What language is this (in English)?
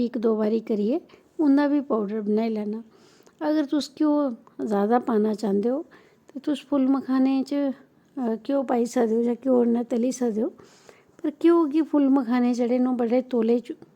Dogri